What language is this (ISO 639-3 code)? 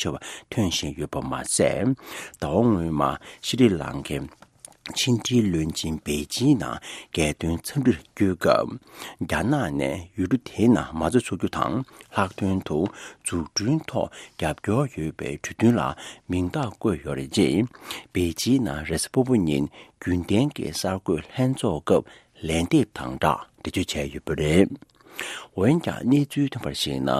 bod